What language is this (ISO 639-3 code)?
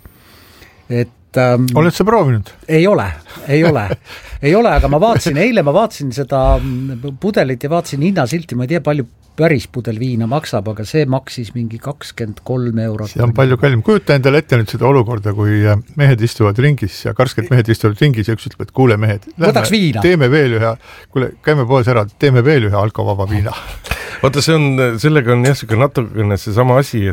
est